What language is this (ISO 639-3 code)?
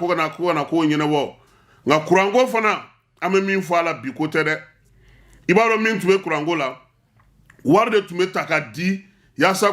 bam